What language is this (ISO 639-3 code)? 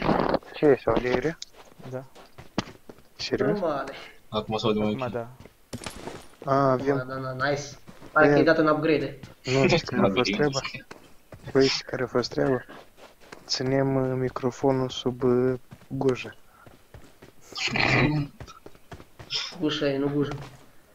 ron